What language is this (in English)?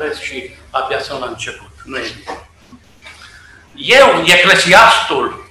Romanian